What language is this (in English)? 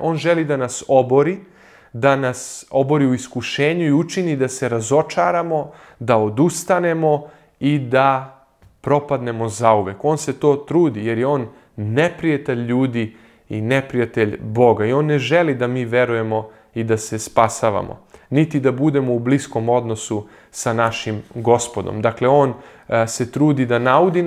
Serbian